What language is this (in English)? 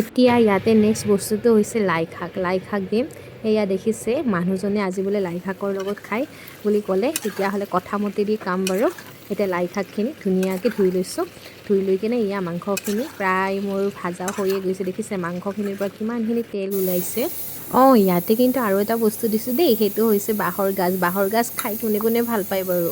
Assamese